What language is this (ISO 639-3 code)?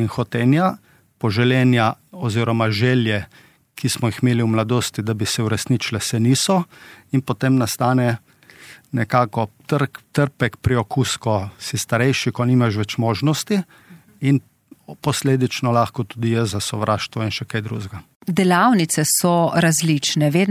slv